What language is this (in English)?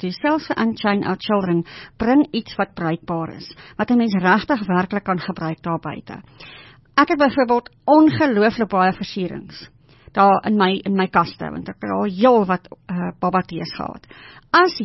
Afrikaans